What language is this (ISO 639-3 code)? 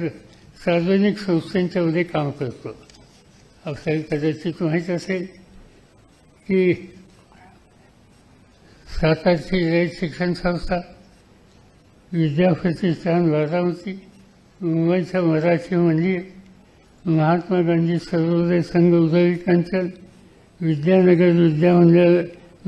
mar